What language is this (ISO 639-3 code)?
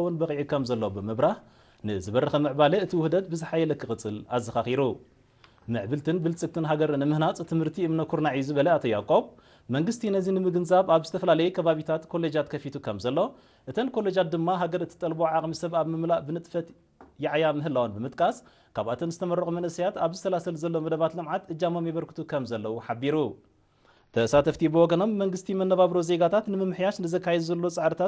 tir